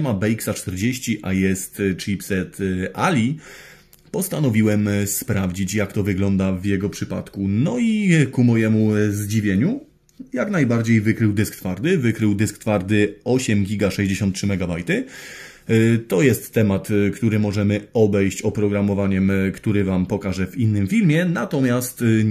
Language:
Polish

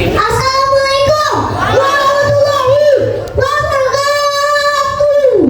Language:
Betawi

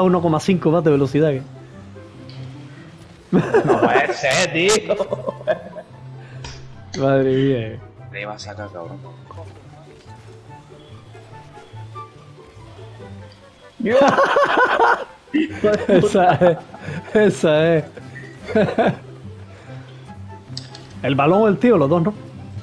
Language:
Spanish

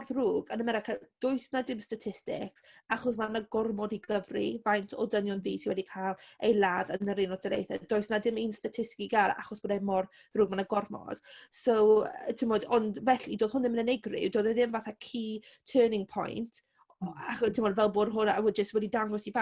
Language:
Welsh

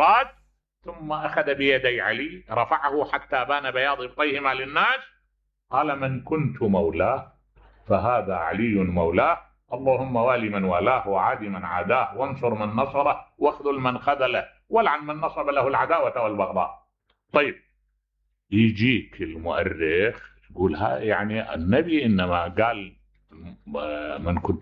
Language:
Mesopotamian Arabic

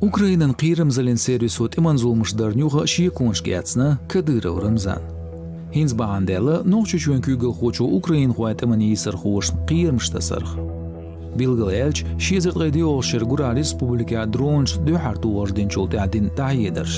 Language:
Chechen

